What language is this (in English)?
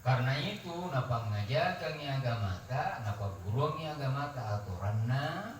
Buginese